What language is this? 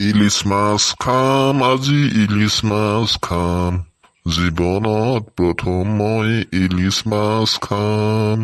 Assamese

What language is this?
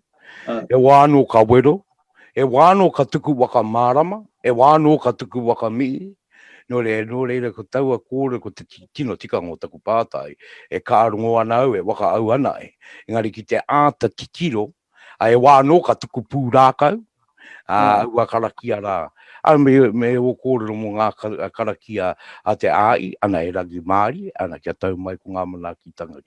Māori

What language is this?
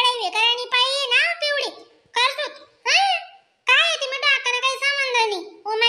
Khandesi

